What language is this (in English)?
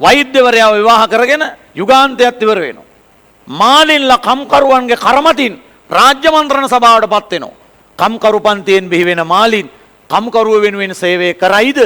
Sinhala